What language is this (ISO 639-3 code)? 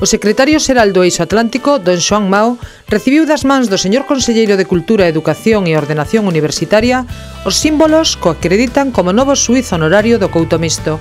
glg